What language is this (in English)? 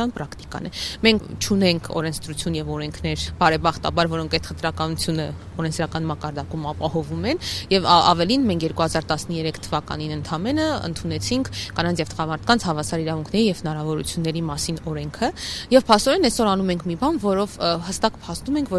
Armenian